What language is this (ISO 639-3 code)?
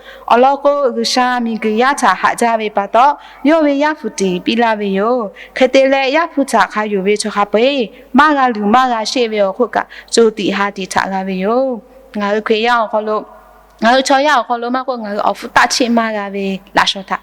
lhu